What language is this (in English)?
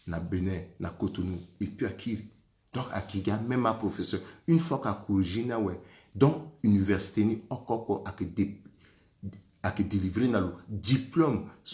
Sango